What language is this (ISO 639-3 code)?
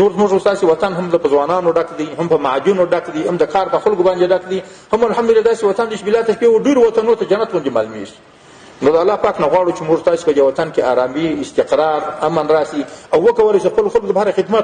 pus